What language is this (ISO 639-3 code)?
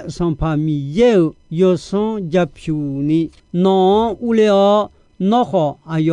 ahk